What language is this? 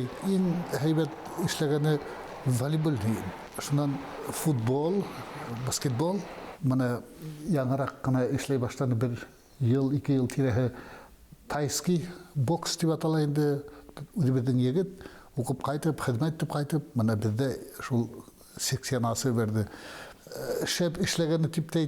Bashkir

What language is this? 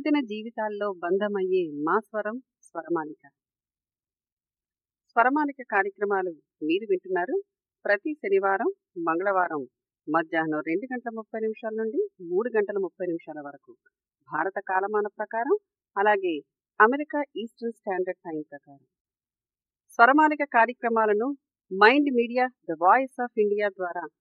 Telugu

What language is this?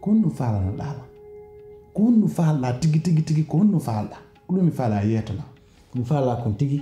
Pular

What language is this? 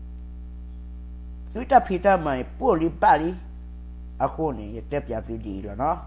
S'gaw Karen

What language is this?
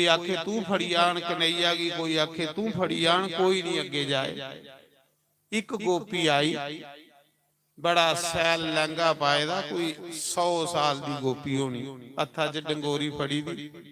Dogri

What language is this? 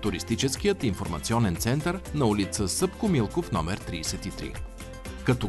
Bulgarian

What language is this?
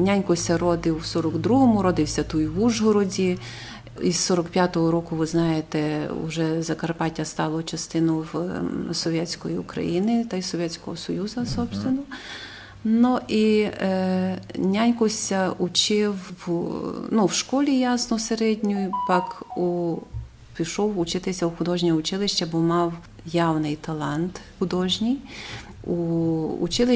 Rusyn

